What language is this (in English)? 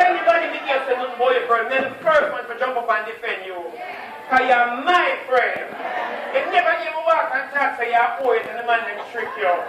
Jamaican Creole English